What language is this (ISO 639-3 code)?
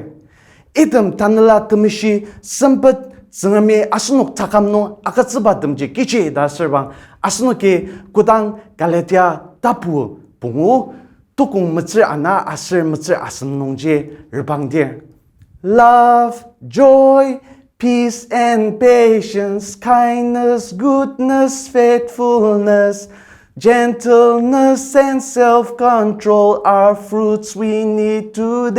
njo